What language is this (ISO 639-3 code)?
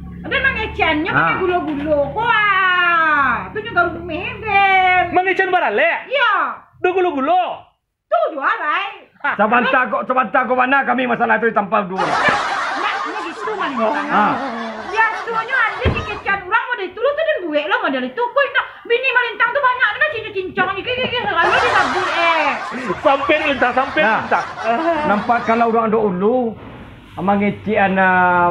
min